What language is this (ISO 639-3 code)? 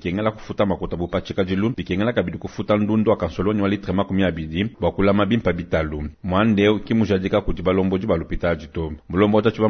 lua